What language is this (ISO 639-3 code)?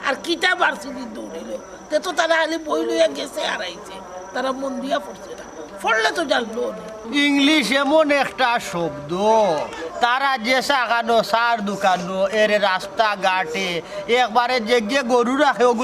syl